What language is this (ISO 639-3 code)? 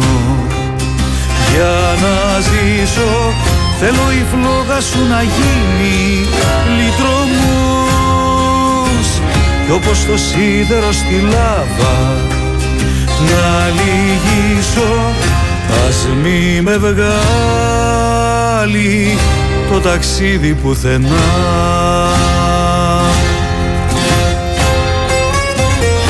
ell